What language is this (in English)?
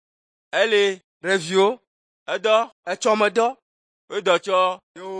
Ewe